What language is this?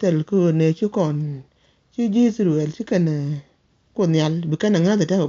Nuer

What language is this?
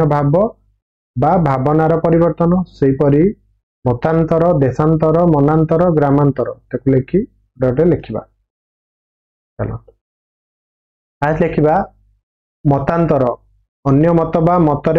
Odia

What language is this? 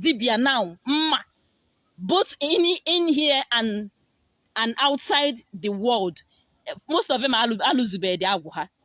Igbo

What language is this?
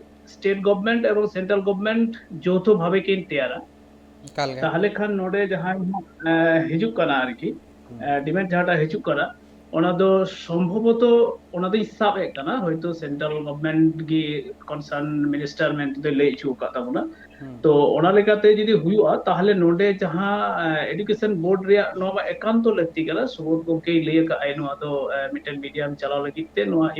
Santali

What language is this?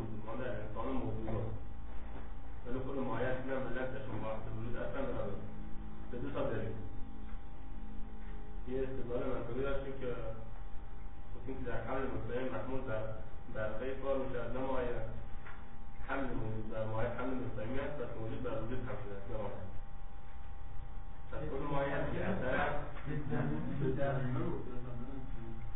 Persian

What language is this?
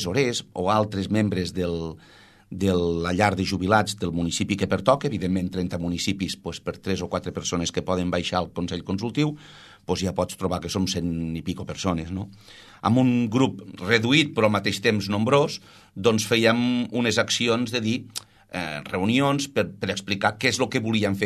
Catalan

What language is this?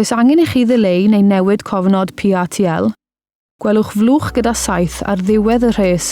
Welsh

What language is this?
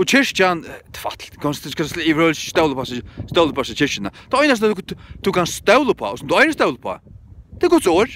Faroese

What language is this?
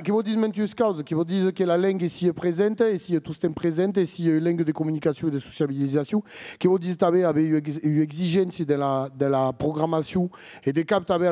Occitan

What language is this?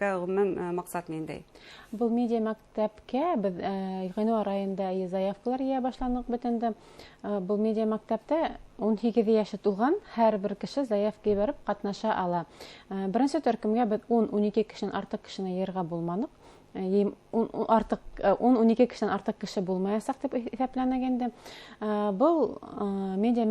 Bashkir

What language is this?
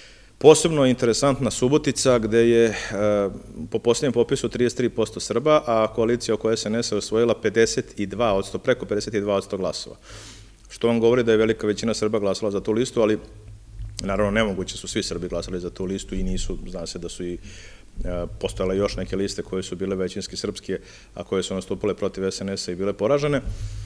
Serbian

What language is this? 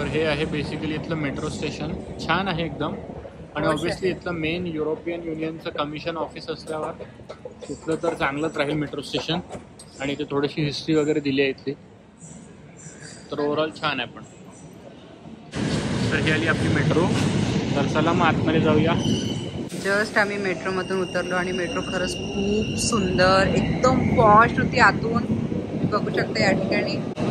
Marathi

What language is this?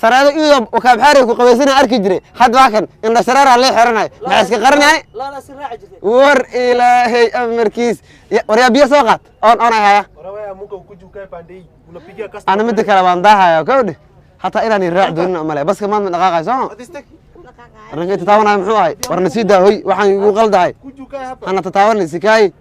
Somali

